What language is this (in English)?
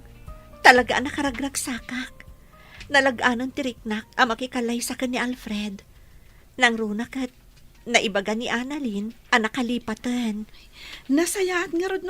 Iloko